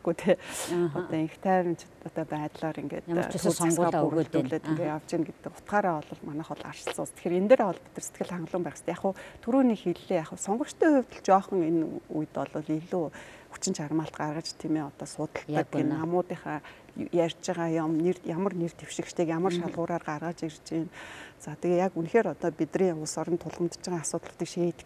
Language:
Mongolian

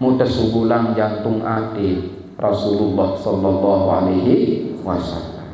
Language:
Sasak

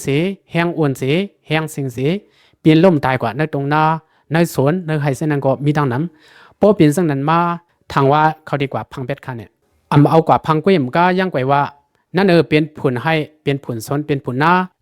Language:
Lao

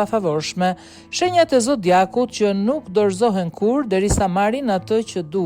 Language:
Albanian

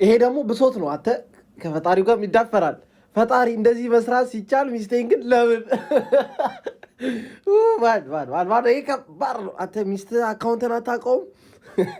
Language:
Amharic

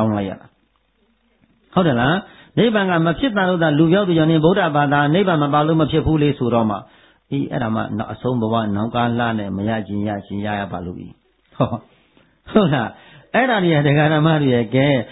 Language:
Burmese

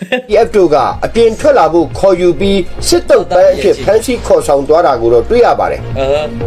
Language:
Burmese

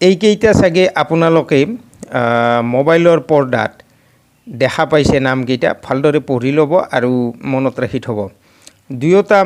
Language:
Assamese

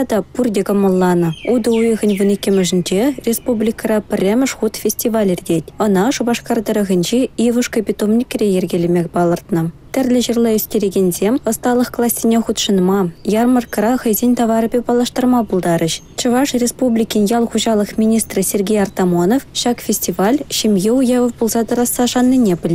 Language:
Chuvash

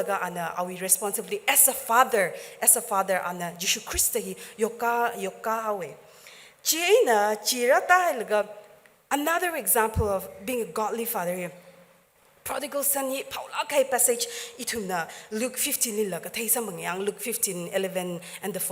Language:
Tangkhul Naga (India)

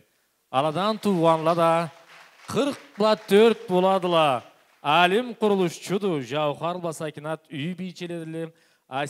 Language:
Karachay-Balkar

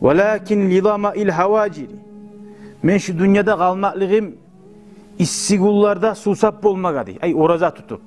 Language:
Kumyk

